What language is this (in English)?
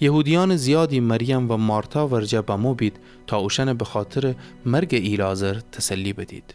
Gilaki